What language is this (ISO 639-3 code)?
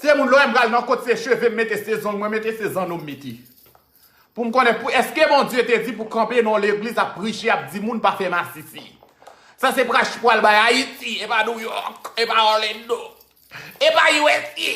hat